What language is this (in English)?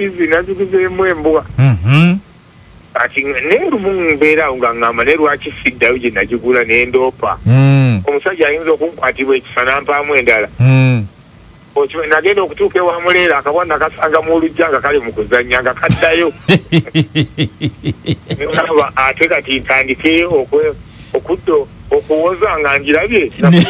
Ganda